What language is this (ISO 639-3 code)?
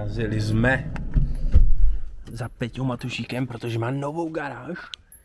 ces